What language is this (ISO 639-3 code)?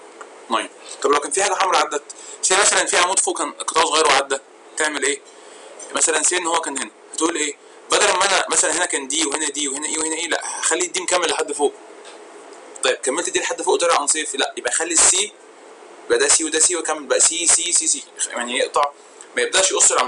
arz